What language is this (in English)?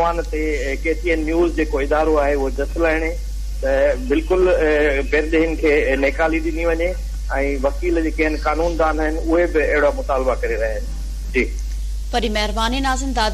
Sindhi